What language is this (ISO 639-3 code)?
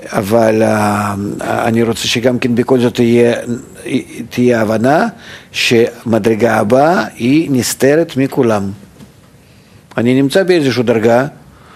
heb